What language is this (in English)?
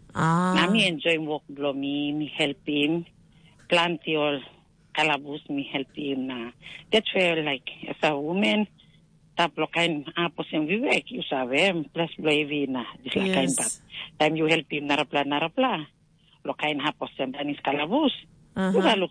Tok Pisin